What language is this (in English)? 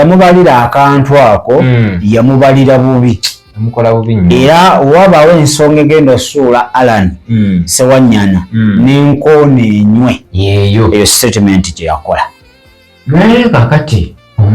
Ganda